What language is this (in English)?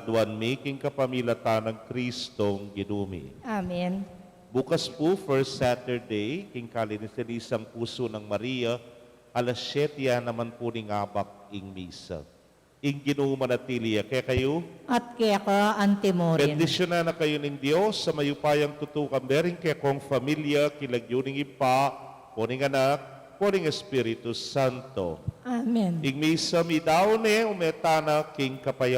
Pampanga